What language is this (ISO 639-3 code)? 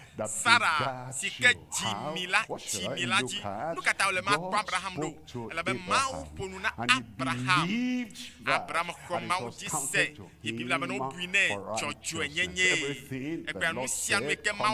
ewe